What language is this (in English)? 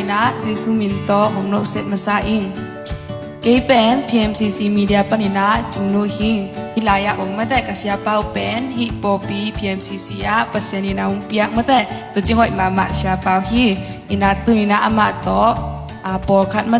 Tedim Chin